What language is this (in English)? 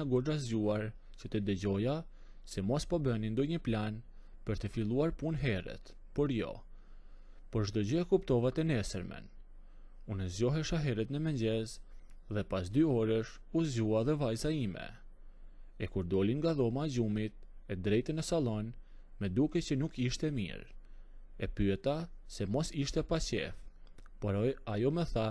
Albanian